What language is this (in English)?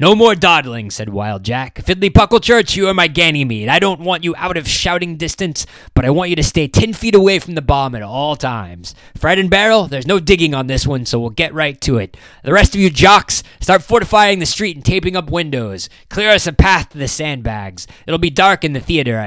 English